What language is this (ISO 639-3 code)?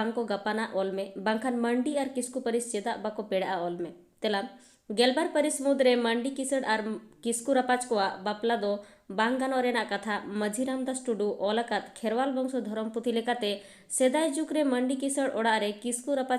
sat